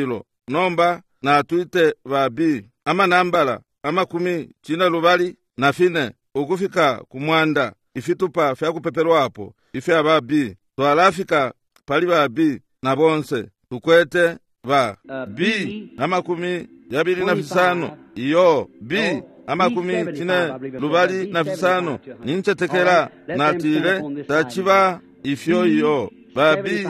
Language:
Bemba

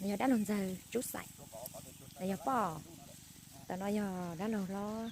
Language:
Hmong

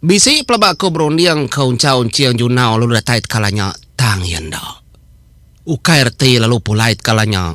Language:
Iban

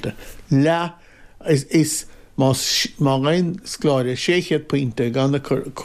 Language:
Irish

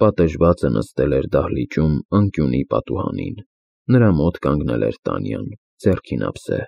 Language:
Armenian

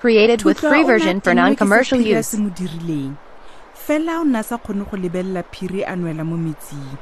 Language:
Tswana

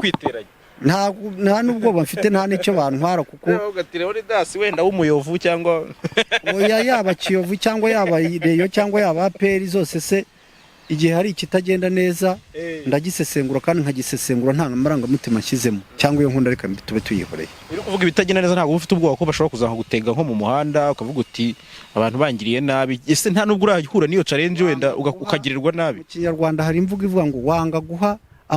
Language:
Kinyarwanda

